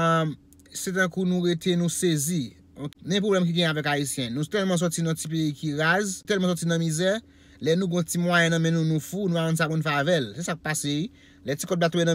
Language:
Haitian Creole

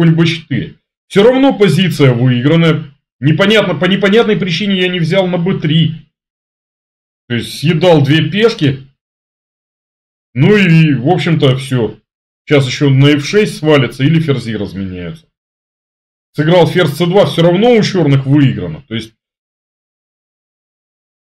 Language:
Russian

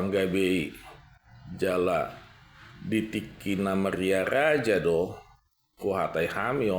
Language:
Batak Toba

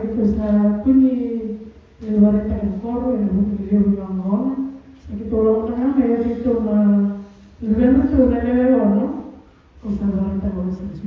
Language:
Fijian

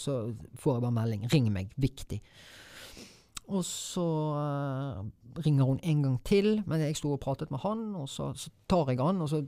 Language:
Norwegian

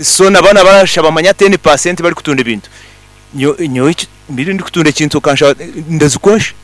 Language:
Nyankole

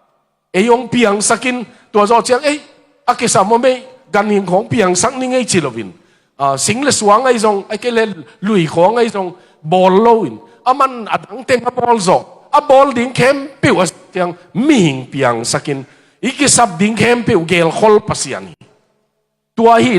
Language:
Tedim Chin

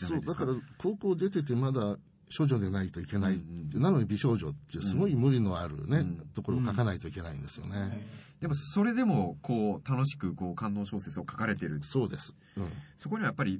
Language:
Japanese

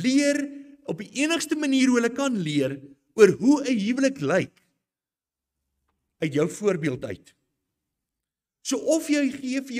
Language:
Afrikaans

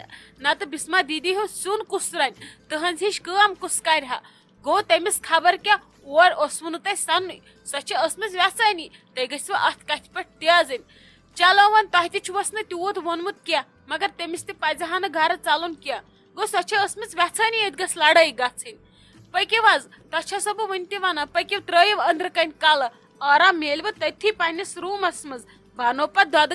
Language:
Kashmiri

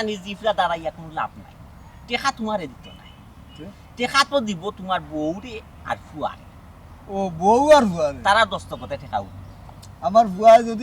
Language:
Sylheti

